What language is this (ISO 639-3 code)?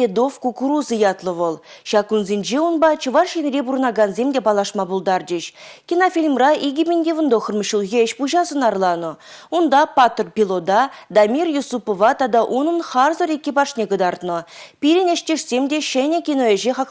chv